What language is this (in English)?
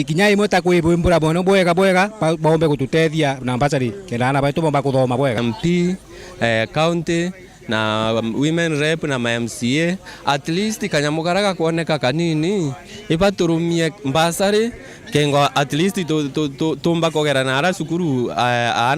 Meru